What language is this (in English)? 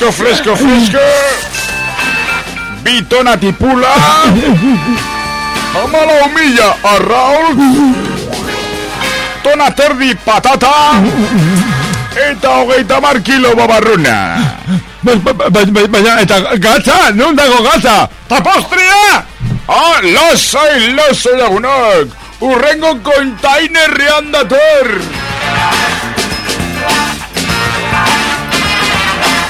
Basque